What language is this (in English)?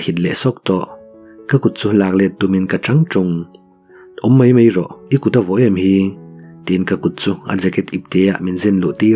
Mizo